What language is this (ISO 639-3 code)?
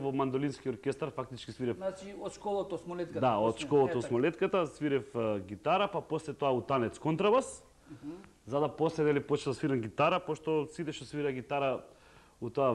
mkd